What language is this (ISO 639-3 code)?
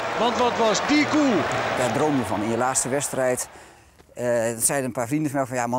nld